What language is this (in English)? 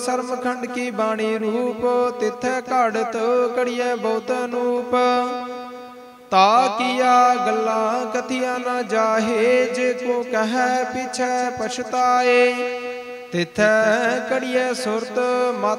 Punjabi